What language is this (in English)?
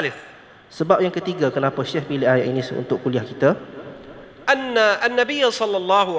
Malay